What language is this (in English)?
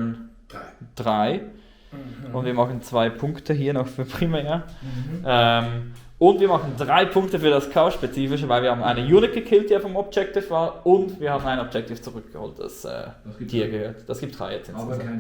Swiss German